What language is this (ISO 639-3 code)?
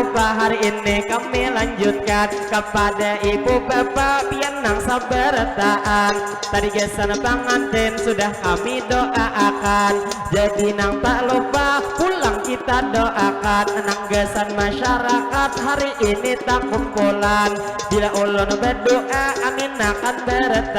bjn